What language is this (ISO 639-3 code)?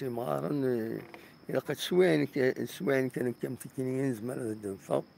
kab